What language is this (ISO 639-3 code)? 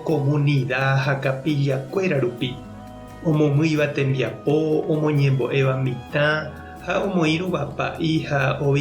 grn